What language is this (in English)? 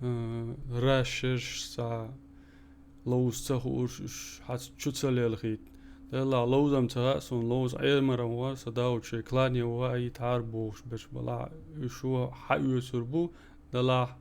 Chechen